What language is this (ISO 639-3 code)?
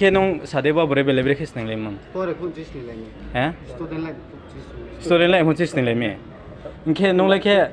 trp